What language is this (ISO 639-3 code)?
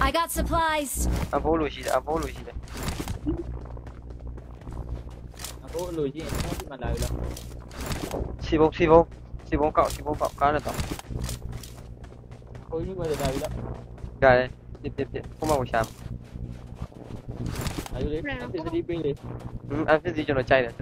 mya